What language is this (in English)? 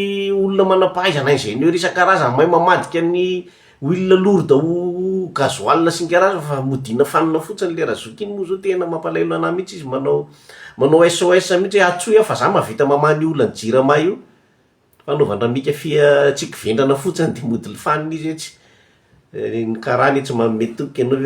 Malagasy